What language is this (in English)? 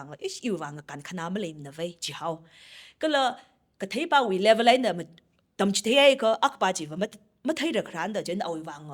Tangkhul Naga (India)